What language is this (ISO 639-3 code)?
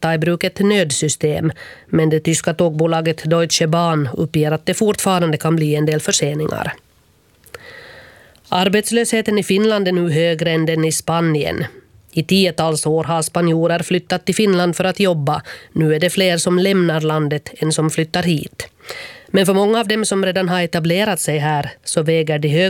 swe